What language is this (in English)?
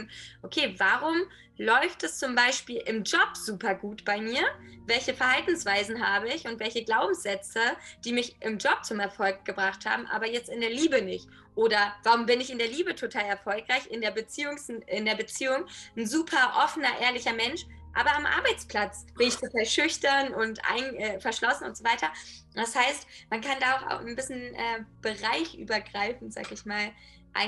German